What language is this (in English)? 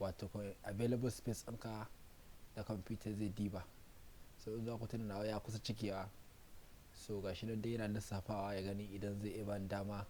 Hausa